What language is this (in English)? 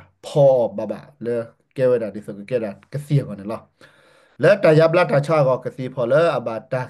S'gaw Karen